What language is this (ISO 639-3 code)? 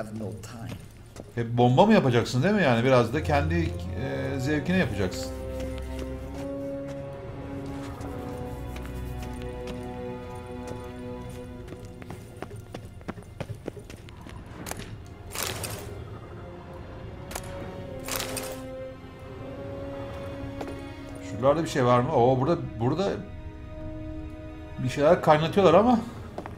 tur